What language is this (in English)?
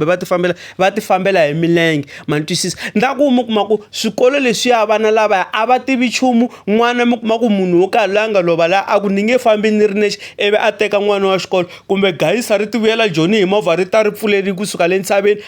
Tsonga